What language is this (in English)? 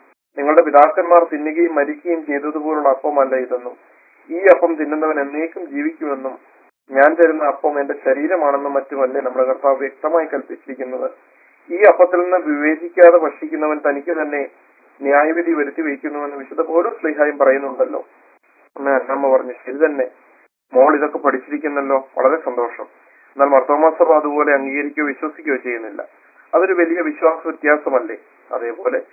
Malayalam